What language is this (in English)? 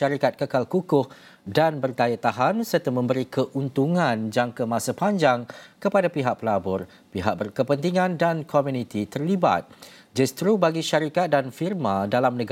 Malay